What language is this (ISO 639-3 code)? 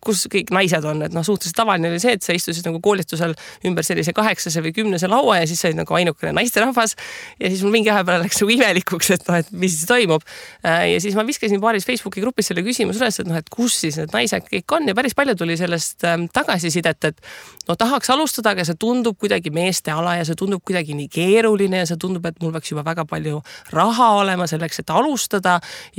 est